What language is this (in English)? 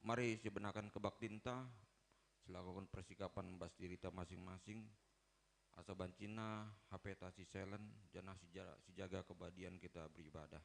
Batak Karo